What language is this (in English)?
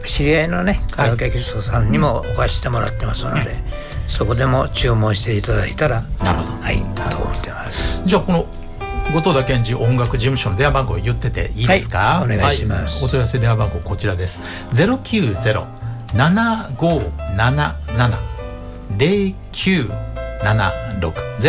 Japanese